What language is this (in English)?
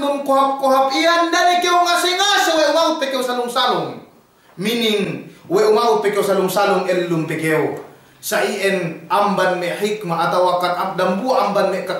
Yakan